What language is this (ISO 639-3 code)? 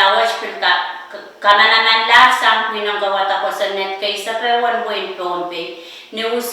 pon